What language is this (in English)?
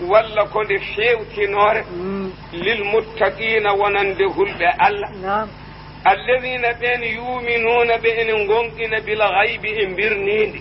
Fula